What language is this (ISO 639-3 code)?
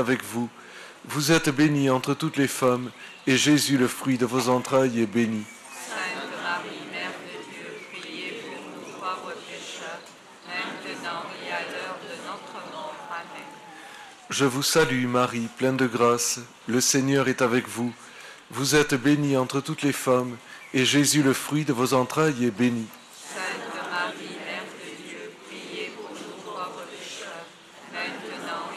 fra